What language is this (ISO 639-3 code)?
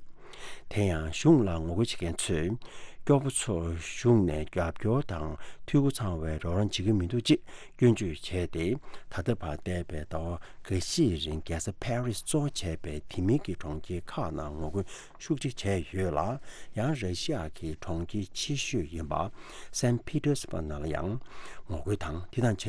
bod